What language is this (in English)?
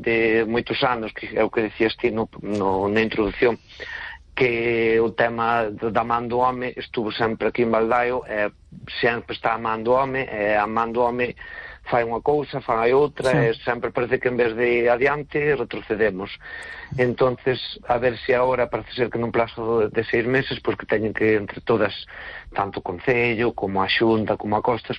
Galician